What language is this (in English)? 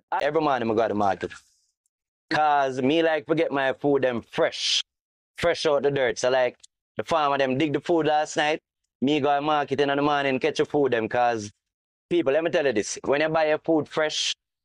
Jamaican Creole English